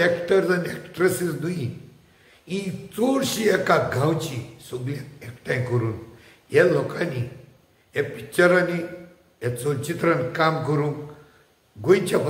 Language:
Konkani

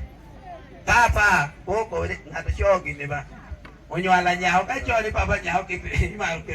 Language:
Lango (Uganda)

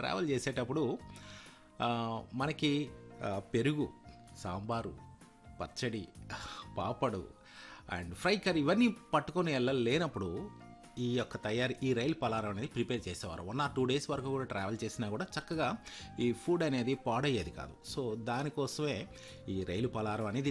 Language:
Telugu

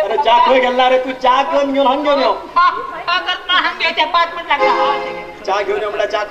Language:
Konkani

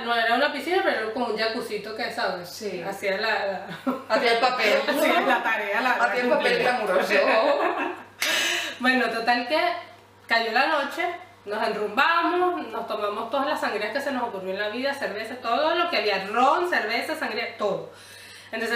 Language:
Spanish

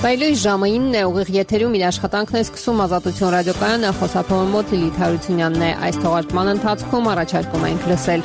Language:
Armenian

